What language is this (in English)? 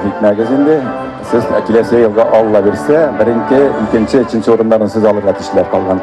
Tatar